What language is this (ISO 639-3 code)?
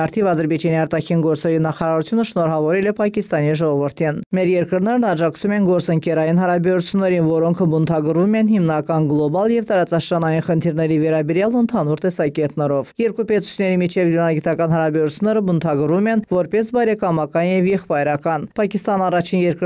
hye